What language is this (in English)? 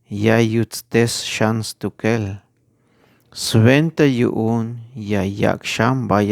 Tzeltal